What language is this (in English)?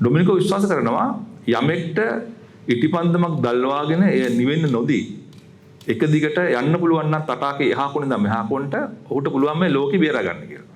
Sinhala